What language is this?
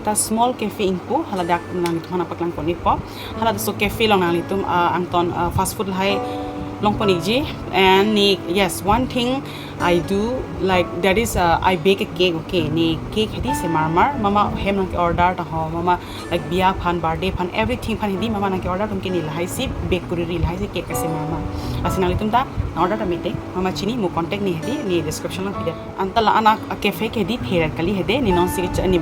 Karbi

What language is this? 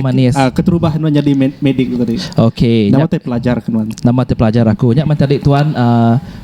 Iban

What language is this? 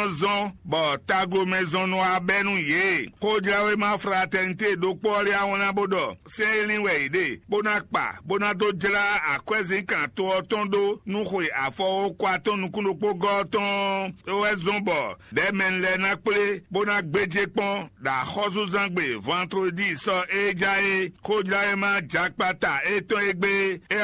Fon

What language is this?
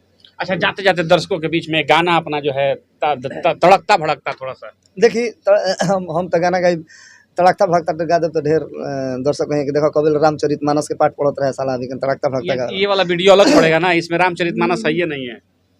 Bhojpuri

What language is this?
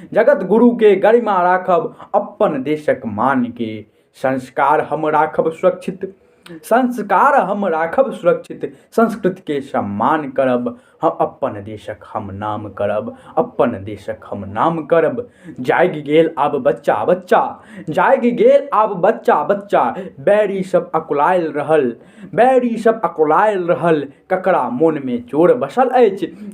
Maithili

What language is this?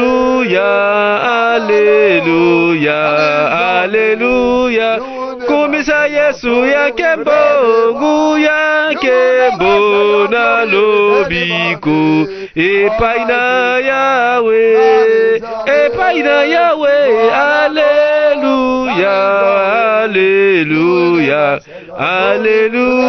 Lingala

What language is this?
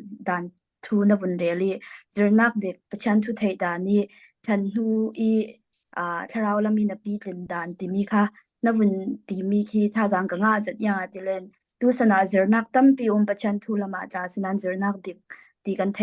Falam Chin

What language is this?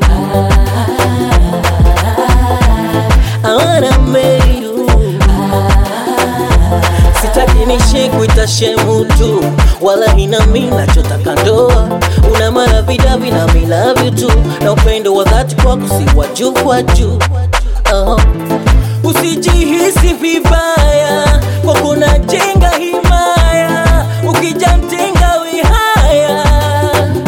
Swahili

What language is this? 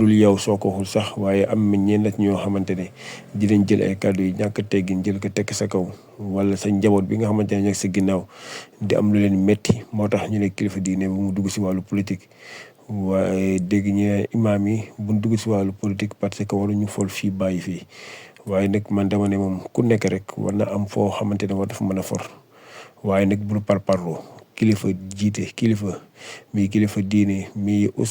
Wolof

